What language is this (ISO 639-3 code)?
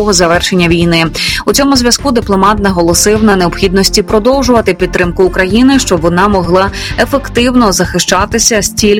ukr